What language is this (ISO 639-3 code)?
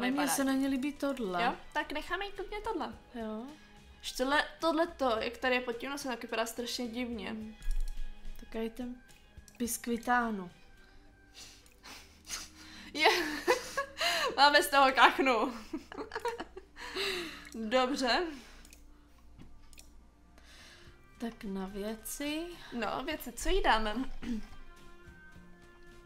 ces